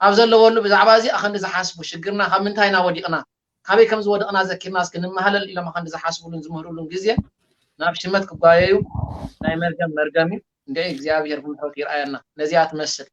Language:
Tigrinya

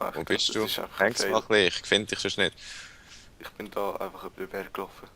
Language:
Swiss German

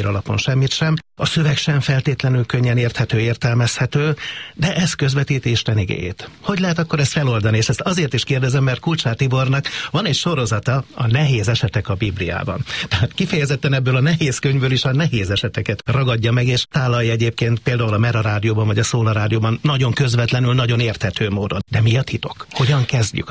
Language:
Hungarian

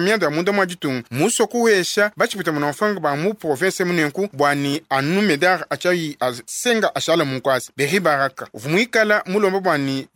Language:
Luba-Lulua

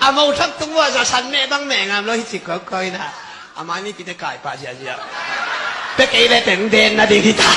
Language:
Tedim Chin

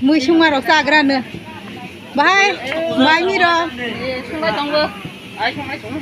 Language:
Kok Borok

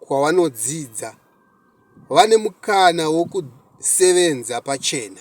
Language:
Shona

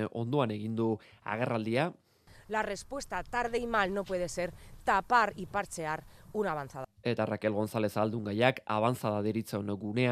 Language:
Basque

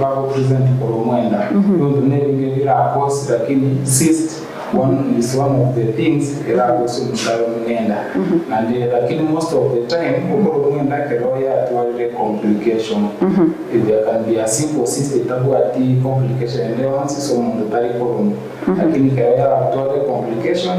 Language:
Gusii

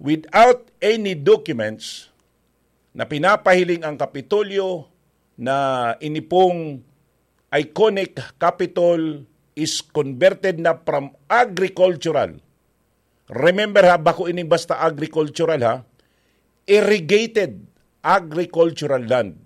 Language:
Bikol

